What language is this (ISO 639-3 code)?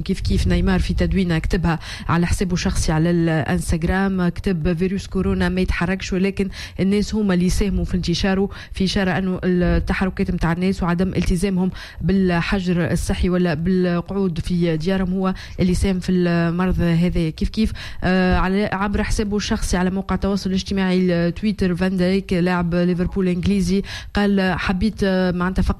aeb